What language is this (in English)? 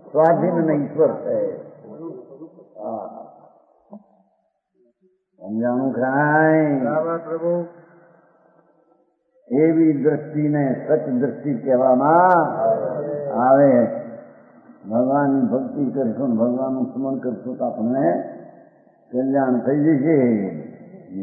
Gujarati